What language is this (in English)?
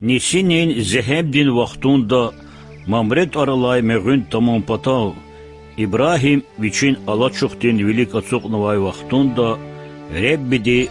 Lezghian